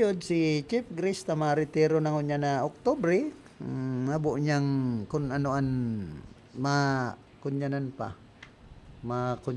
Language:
Bikol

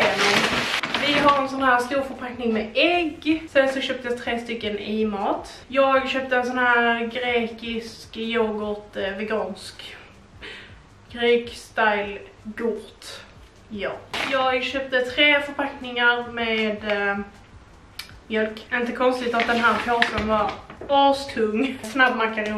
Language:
Swedish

